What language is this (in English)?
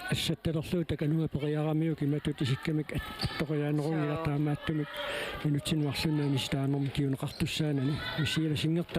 Kalaallisut